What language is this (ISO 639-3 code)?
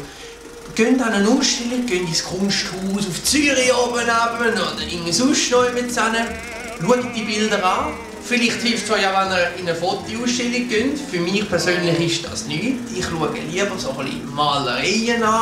gsw